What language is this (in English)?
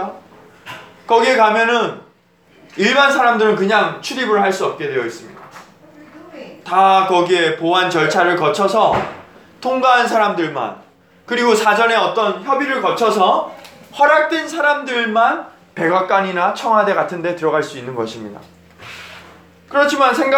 Korean